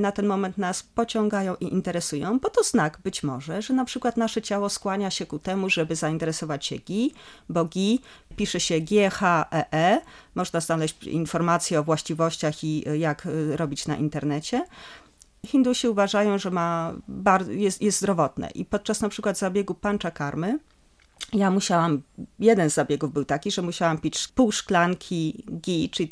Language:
Polish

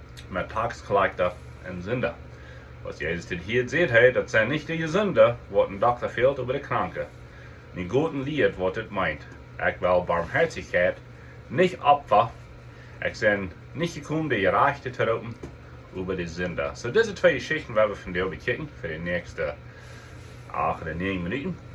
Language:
Plautdietsch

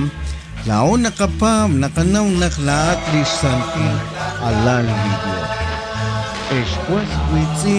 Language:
Kekchí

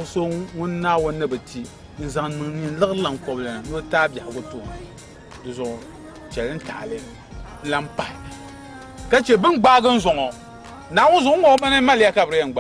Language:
Dagbani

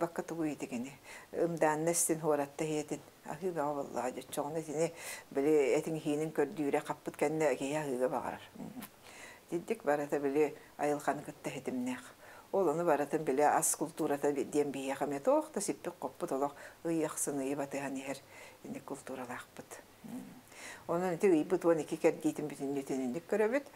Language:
Yakut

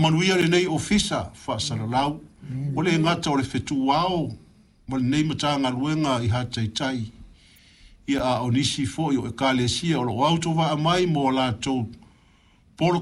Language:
Samoan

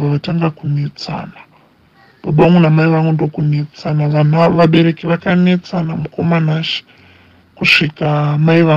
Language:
Shona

